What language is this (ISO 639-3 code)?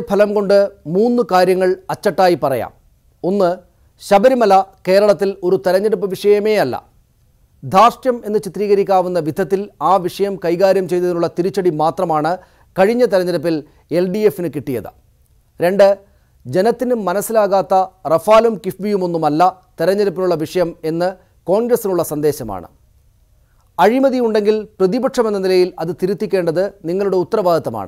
mal